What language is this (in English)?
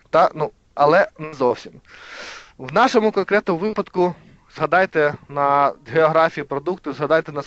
Ukrainian